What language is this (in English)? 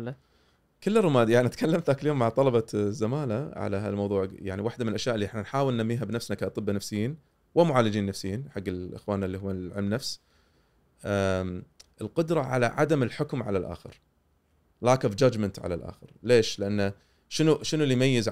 Gulf Arabic